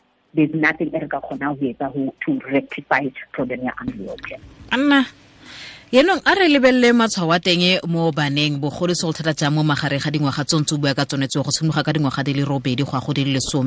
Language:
Tswana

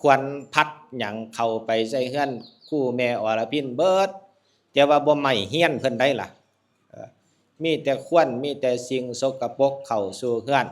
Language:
Northeastern Thai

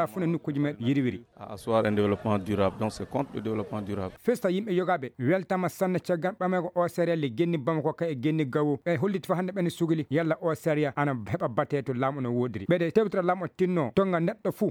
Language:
Fula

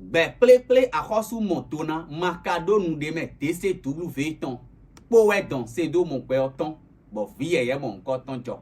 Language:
Fon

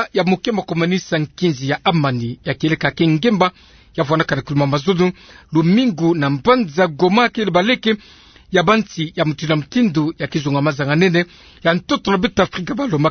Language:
Kituba (Democratic Republic of Congo)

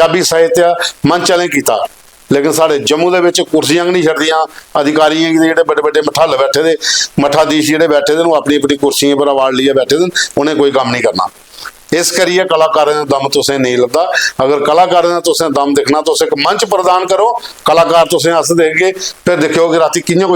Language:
Dogri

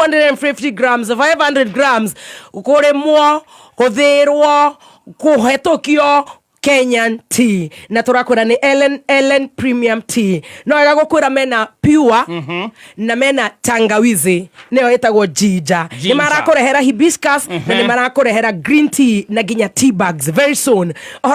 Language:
Kikuyu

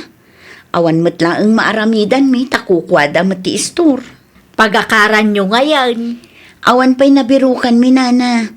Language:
Iloko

